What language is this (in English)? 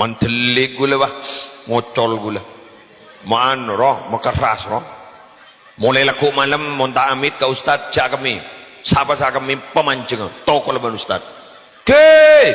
Madurese